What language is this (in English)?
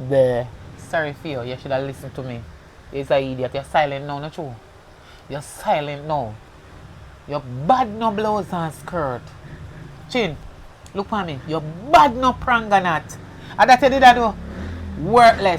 Jamaican Creole English